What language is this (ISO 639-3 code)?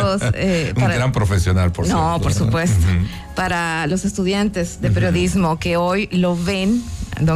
spa